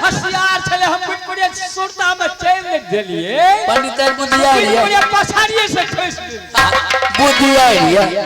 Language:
Maithili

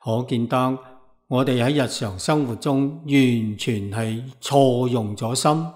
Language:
Cantonese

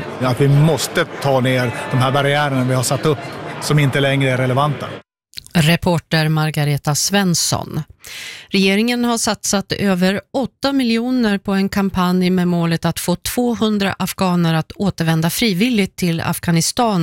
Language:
Swedish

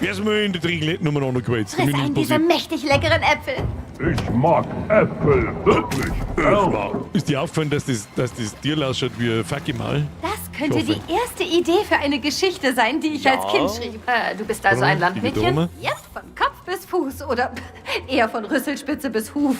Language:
Bavarian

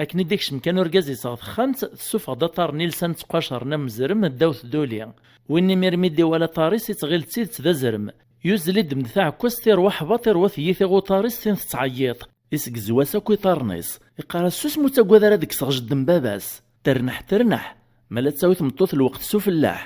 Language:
Kabyle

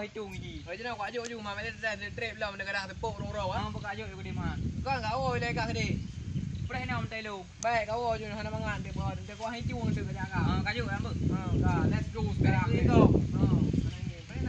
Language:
Achinese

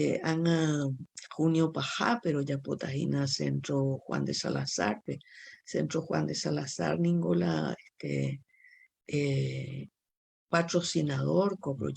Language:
Guarani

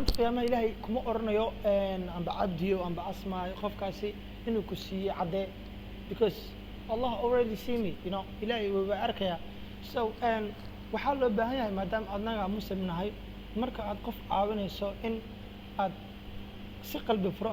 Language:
Somali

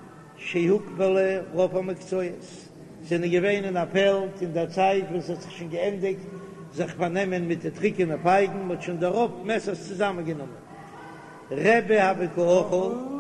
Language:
Yiddish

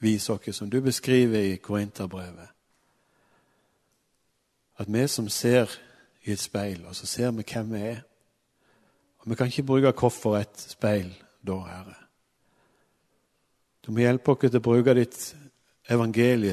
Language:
Norwegian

